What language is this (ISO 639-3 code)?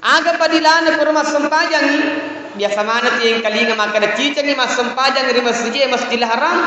bug